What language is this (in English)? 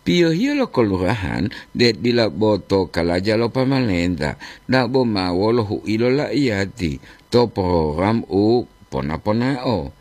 Gorontalo